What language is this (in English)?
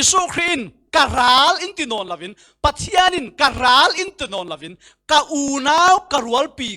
Falam Chin